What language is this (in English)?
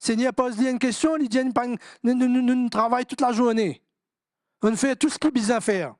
Morisyen